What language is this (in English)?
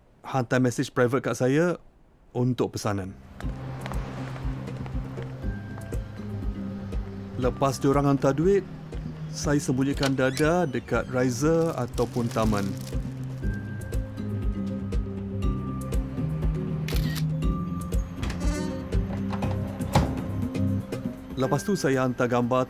Malay